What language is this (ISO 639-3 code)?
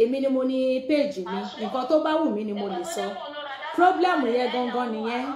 yor